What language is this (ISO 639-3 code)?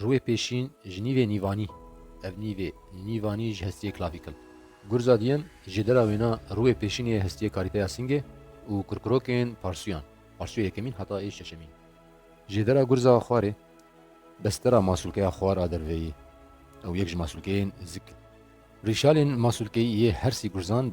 kur